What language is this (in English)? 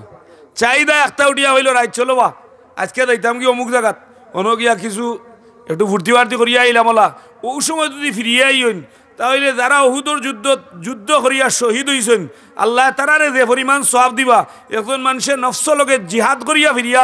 Sylheti